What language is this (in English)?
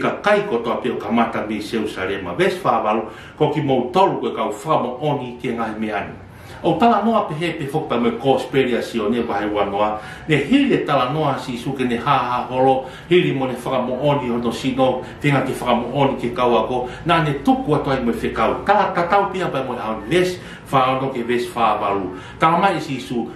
Tongan